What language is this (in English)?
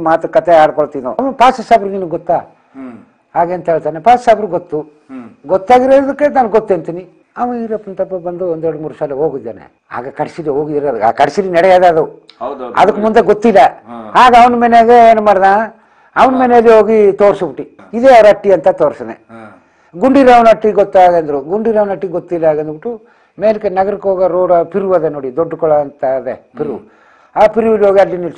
Kannada